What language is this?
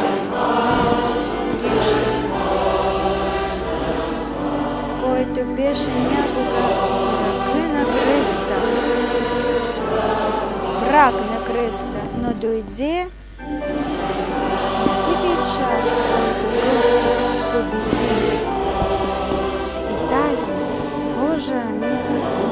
Bulgarian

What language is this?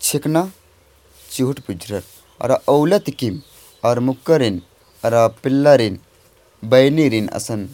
Kurukh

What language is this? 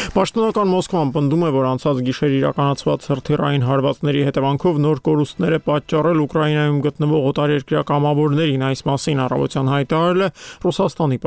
Armenian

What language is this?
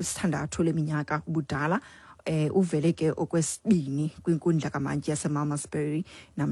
Xhosa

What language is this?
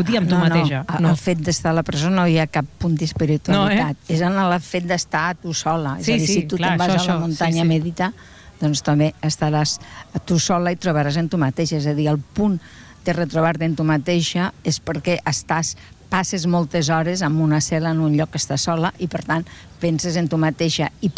Catalan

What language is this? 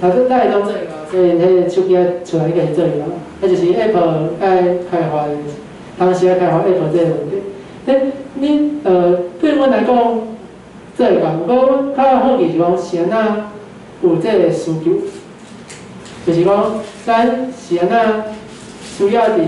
Min Nan Chinese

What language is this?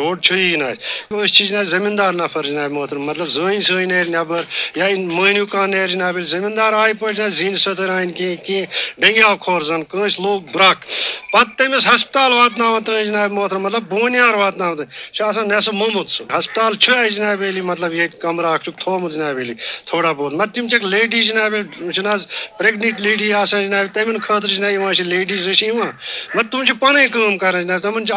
Kashmiri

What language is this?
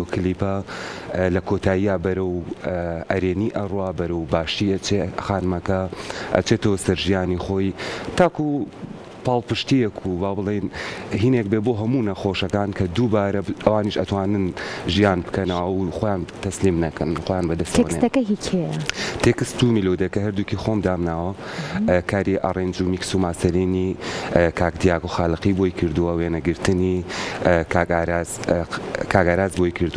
Central Kurdish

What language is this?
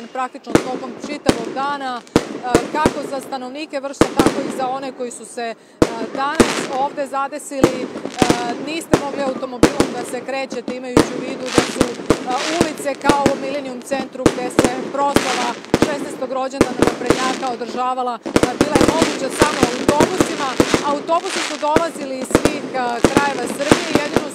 Serbian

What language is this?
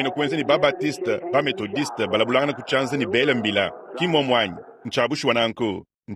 Luba-Lulua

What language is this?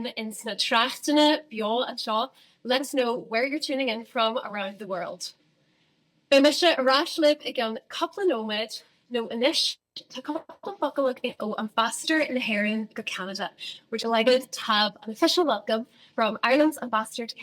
Irish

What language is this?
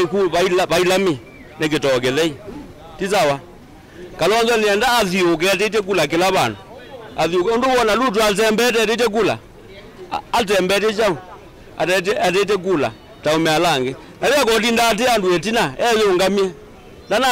Kamba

